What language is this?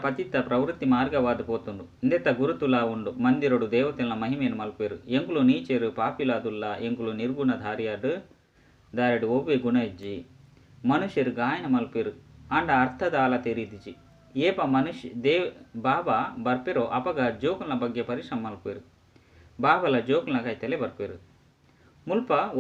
Tulu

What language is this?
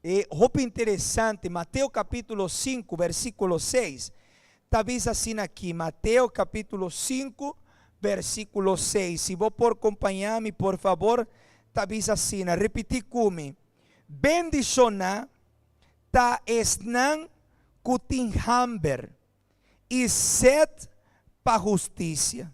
Papiamento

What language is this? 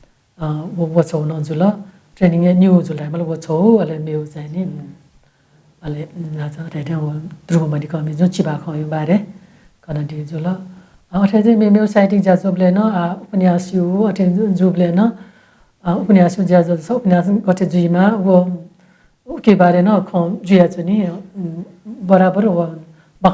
Newari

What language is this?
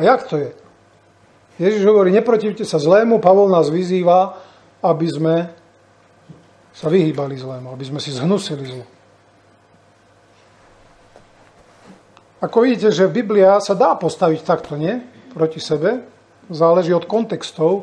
Slovak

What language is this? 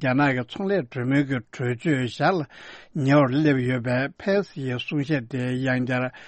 Tibetan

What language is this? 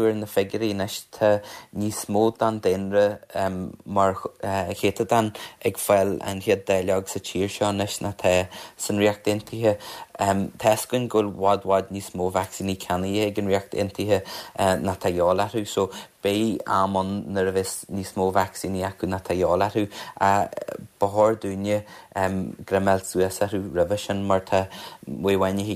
Irish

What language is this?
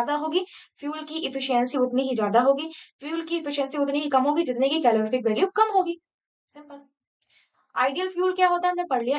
Hindi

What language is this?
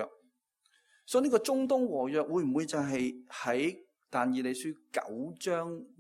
Cantonese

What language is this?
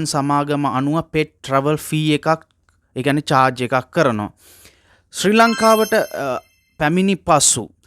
Sinhala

